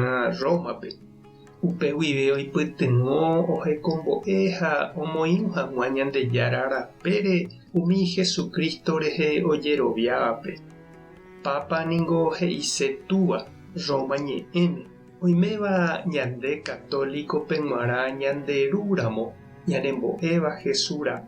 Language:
Guarani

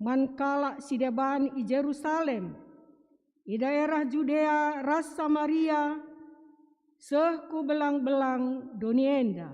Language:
Batak Karo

